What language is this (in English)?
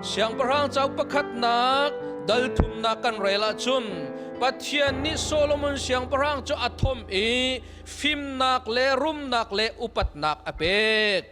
Hakha Chin